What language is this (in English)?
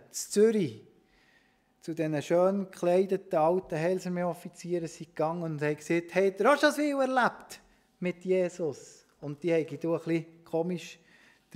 Swiss German